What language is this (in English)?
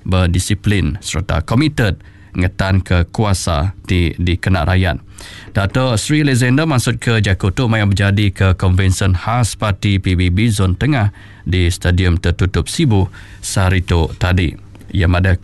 Iban